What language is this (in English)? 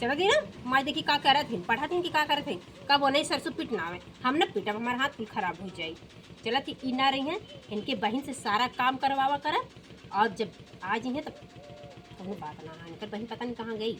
Awadhi